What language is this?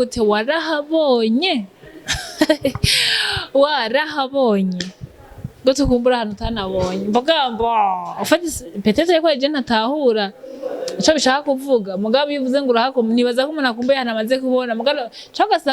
Rundi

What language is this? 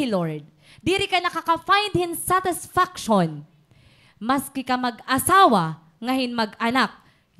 Waray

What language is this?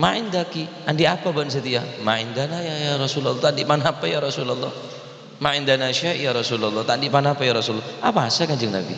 Madurese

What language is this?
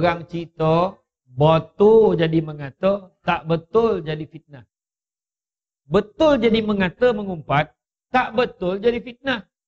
Malay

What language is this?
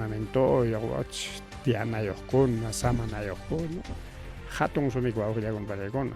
Ayacucho Quechua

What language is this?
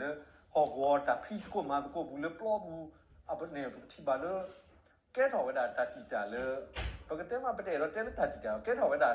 S'gaw Karen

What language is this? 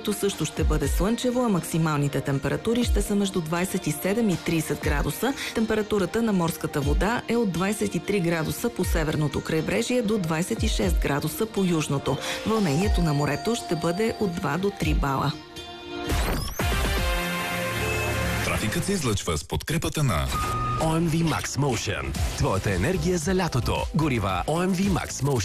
Bulgarian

